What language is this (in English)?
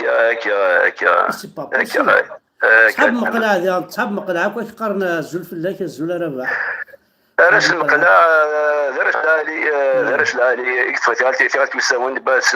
Kabyle